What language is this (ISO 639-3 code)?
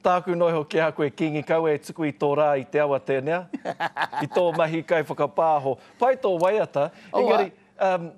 mri